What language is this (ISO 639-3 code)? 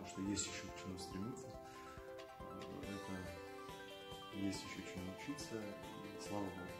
rus